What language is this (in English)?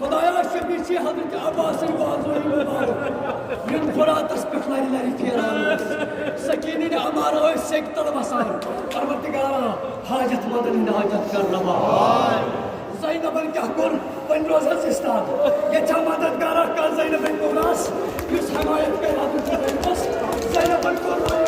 Kashmiri